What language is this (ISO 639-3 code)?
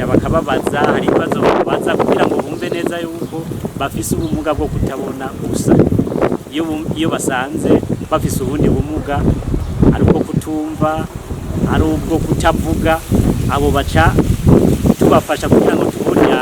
run